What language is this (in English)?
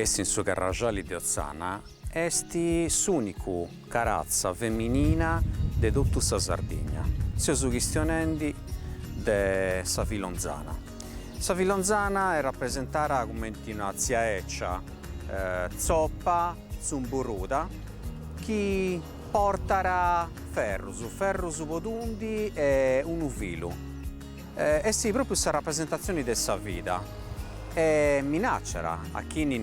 Sardinian